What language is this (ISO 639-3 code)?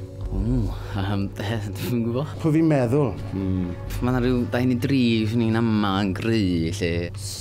cym